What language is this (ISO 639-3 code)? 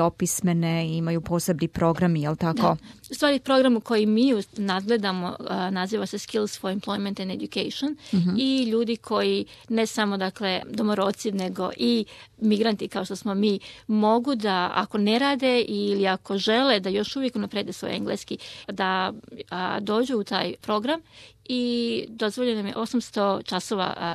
hrv